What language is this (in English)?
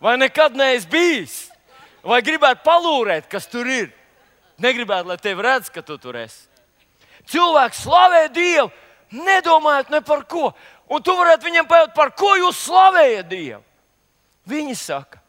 Latvian